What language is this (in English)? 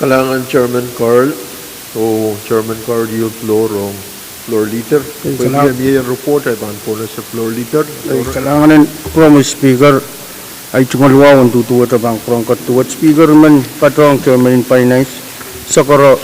Pohnpeian